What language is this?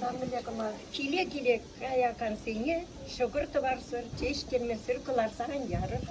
Chuvash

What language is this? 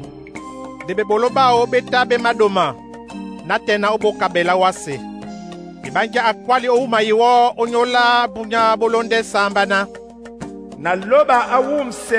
Duala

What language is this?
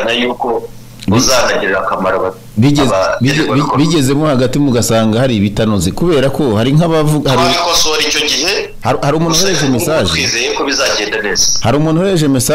Kinyarwanda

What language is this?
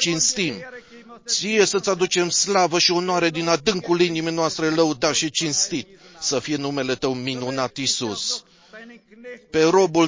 Romanian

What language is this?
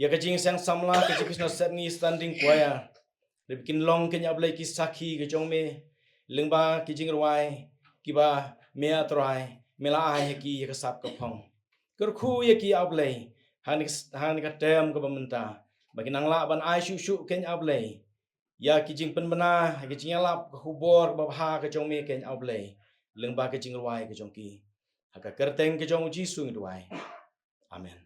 Khasi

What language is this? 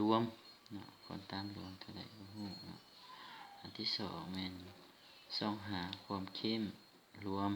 Lao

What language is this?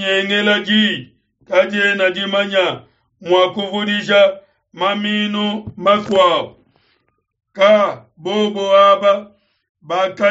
Luba-Lulua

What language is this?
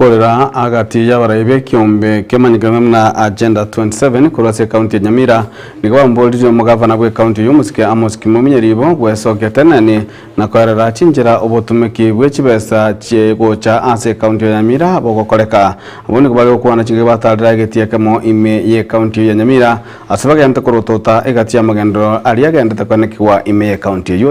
Gusii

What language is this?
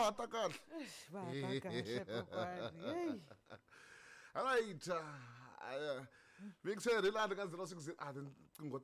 Tsonga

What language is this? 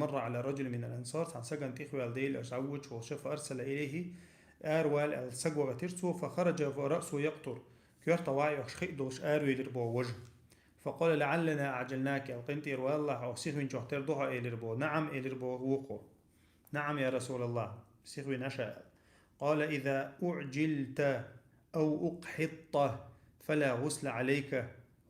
Chechen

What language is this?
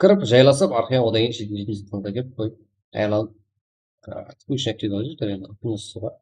Kara-Kalpak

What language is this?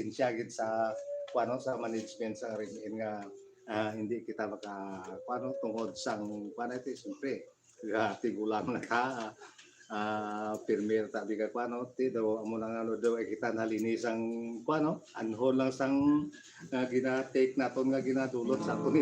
Hiligaynon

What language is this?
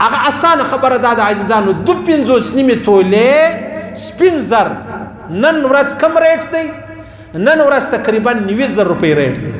Pashto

